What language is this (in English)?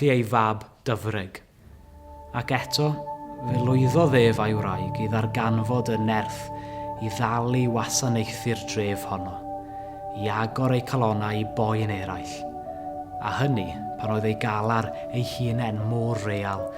Welsh